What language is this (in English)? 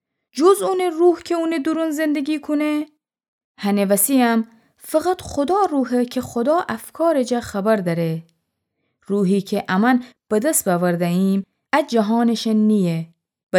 Gilaki